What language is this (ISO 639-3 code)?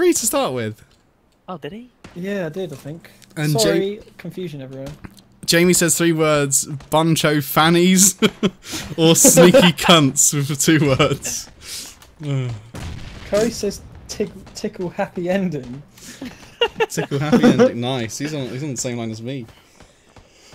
eng